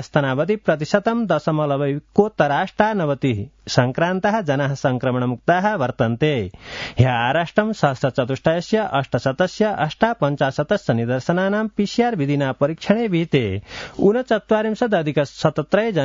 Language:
Sanskrit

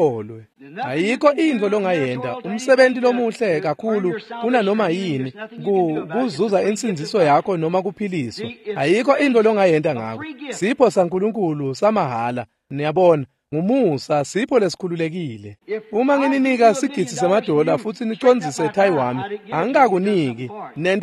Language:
Swati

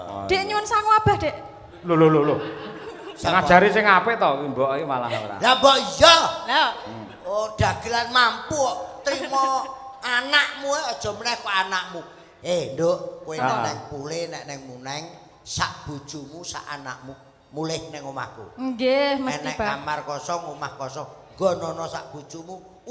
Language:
Javanese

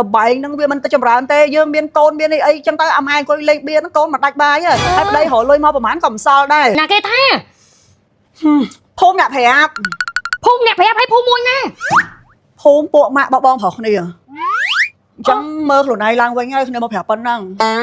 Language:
Khmer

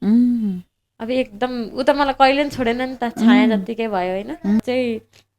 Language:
Nepali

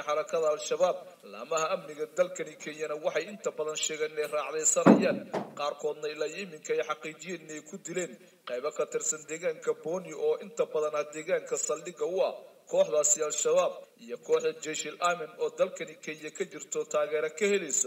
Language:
Somali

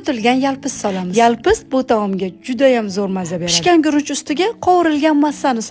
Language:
Uzbek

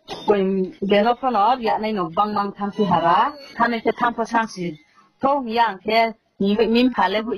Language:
Riang (India)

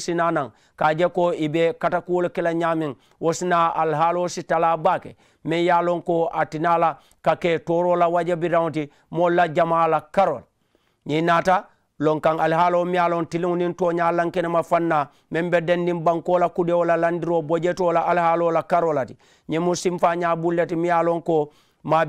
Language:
Mandingo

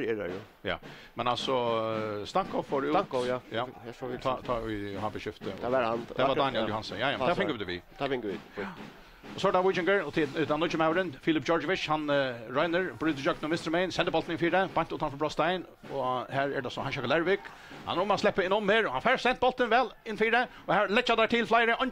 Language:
Faroese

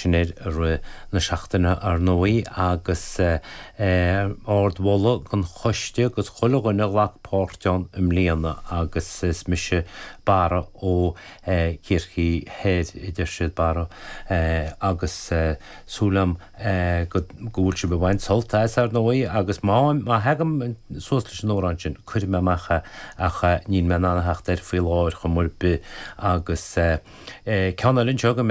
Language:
Irish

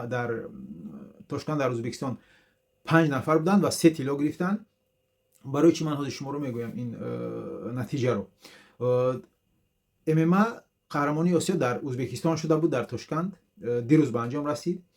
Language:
Tajik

